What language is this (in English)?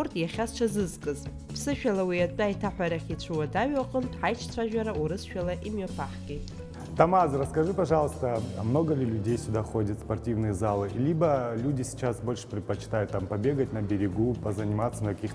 Abkhazian